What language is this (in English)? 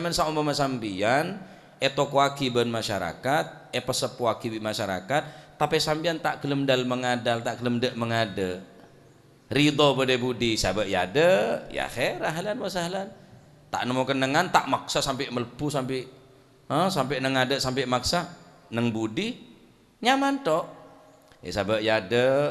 Madurese